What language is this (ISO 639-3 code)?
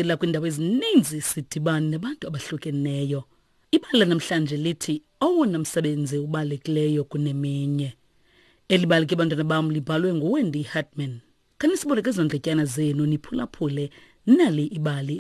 xho